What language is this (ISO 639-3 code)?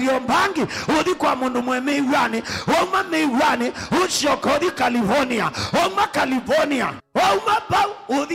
kam